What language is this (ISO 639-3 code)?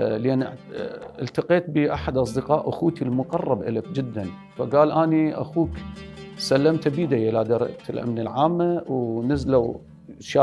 acm